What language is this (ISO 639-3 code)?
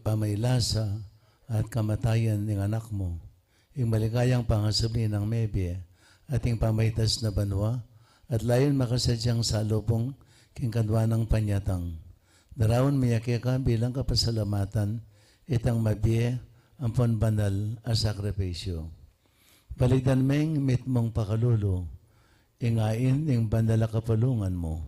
pam